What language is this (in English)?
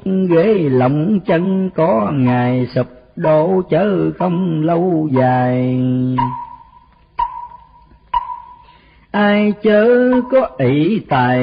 Vietnamese